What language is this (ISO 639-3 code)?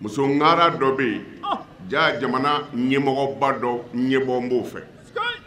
bam